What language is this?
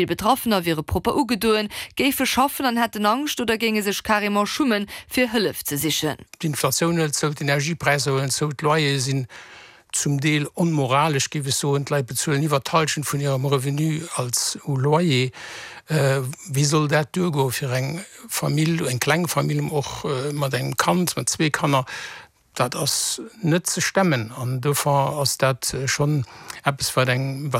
Luxembourgish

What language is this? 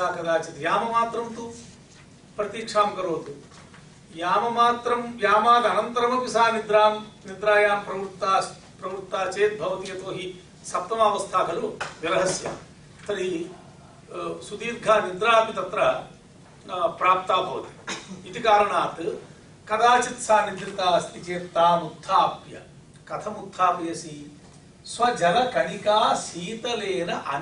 Sanskrit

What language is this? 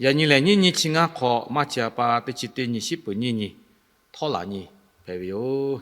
Lahu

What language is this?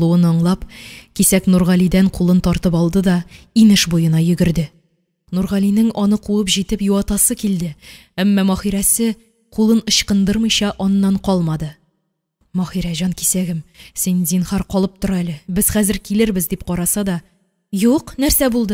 Tatar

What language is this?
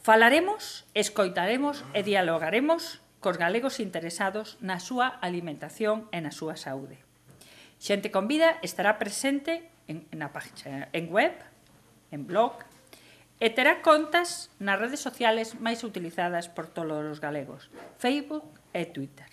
Galician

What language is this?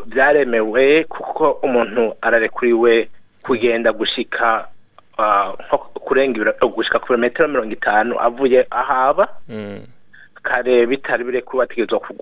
Rundi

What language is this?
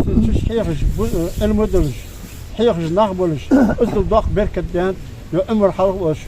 Ingush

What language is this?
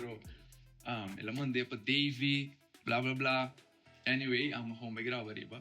Papiamento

